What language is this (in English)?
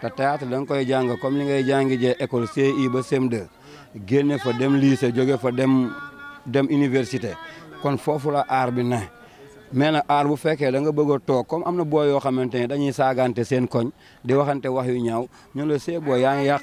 Wolof